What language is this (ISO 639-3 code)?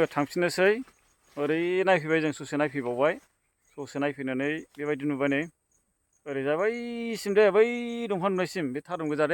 brx